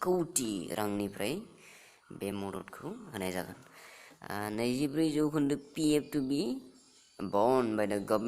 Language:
Bodo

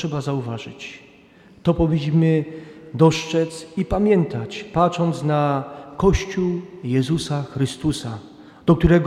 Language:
Polish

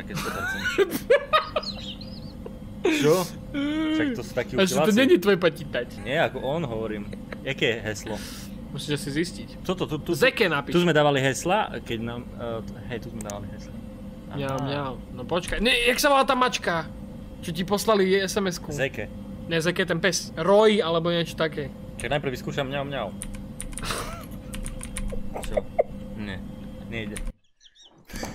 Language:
Slovak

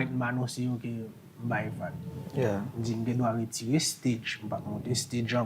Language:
Haitian Creole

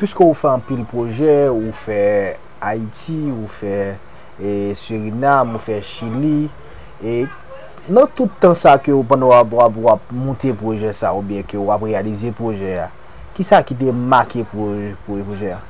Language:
Haitian Creole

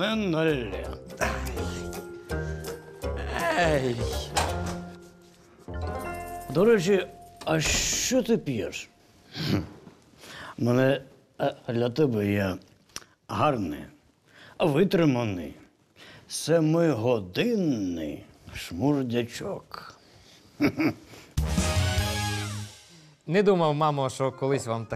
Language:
Ukrainian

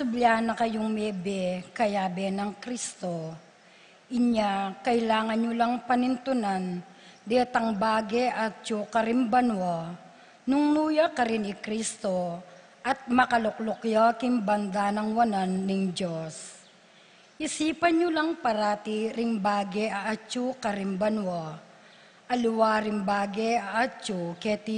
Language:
Pampanga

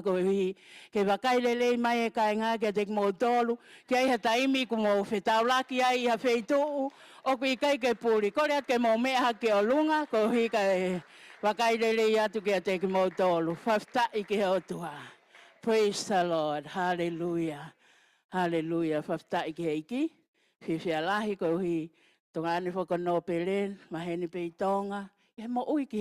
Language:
Tongan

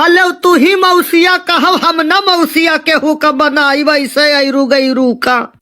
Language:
Awadhi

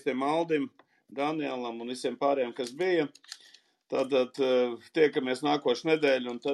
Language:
Latvian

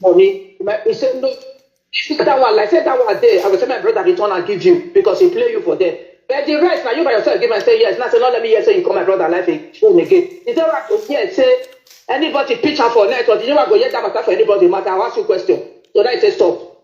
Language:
Nigerian Pidgin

